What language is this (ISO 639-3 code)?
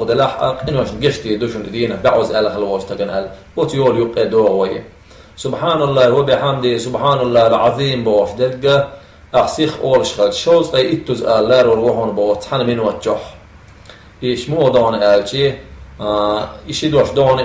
che